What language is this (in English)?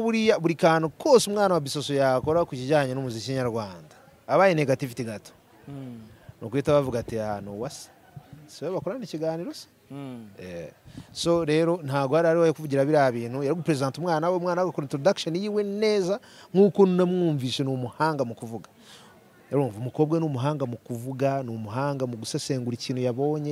Kinyarwanda